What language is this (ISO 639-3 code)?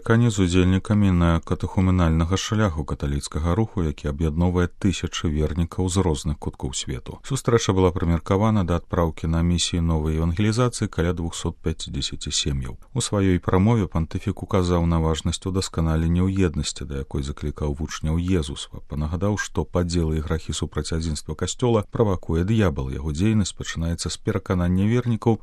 bel